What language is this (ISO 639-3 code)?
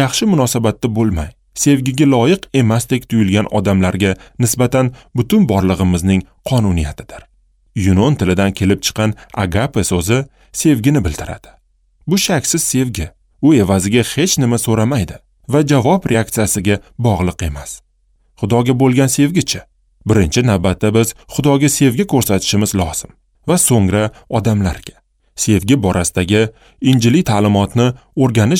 uzb